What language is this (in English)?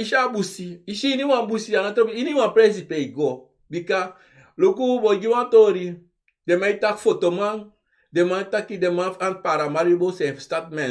Sranan Tongo